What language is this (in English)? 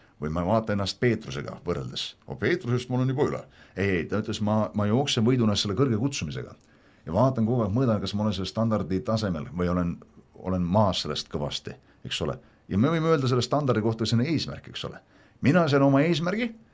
Estonian